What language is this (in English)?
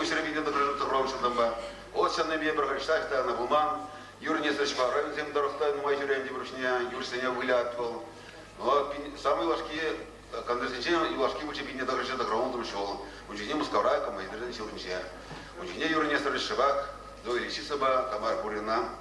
Chuvash